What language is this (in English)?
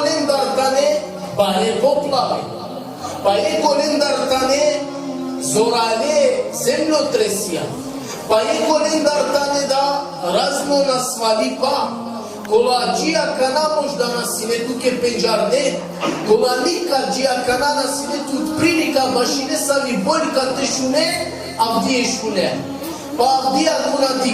Balkan Romani